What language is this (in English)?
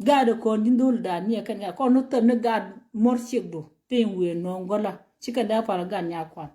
Nuer